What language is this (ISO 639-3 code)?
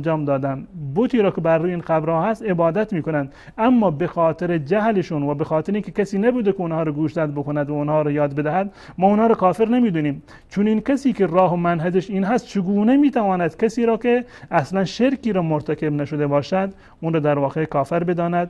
fas